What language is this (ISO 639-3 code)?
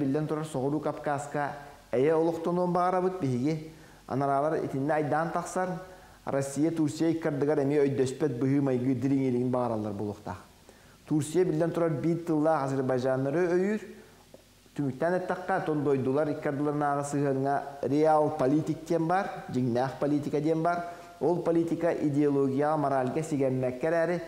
sah